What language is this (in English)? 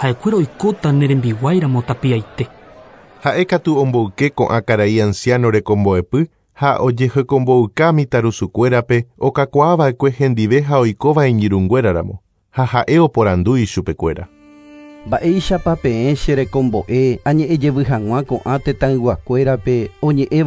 Guarani